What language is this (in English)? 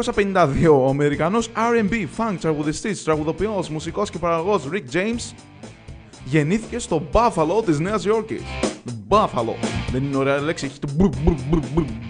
Greek